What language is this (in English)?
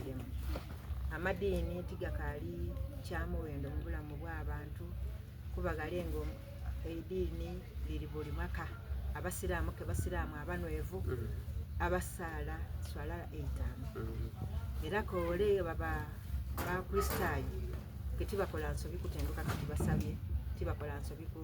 Soga